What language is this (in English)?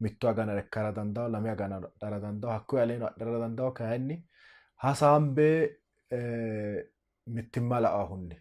Sidamo